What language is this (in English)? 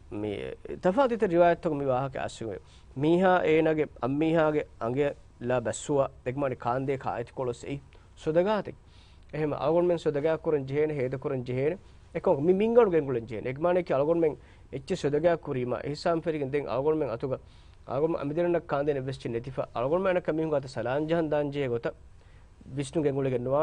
Divehi